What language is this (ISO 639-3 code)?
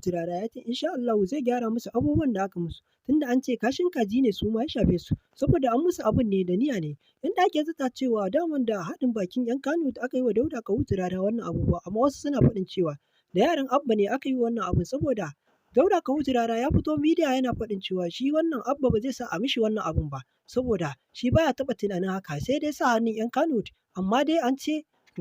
hau